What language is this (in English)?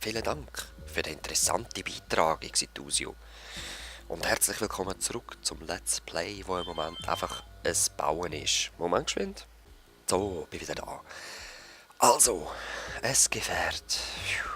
Swiss German